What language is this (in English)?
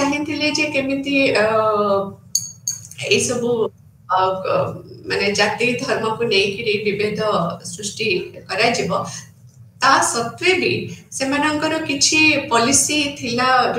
Odia